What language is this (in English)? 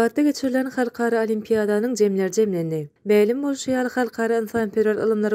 Turkmen